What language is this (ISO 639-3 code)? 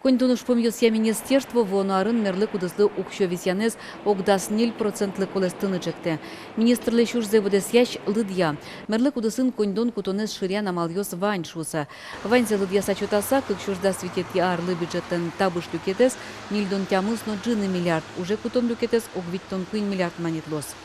udm